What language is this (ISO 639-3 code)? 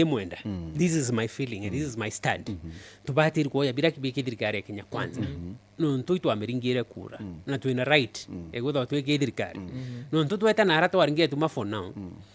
mer